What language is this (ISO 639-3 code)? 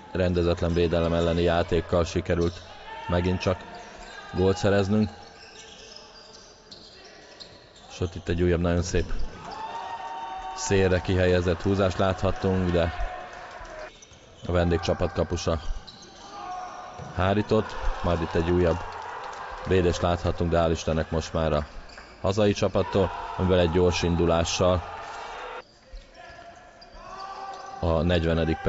hun